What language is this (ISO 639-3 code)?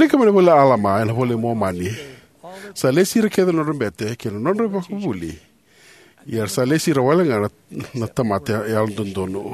fij